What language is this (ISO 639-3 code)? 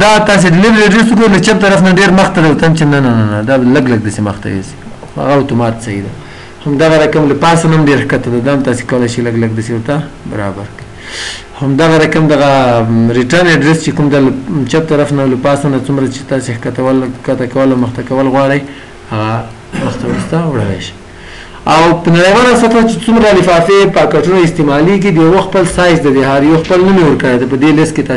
pus